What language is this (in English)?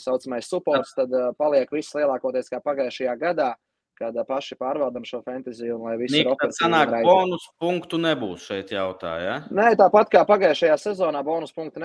Latvian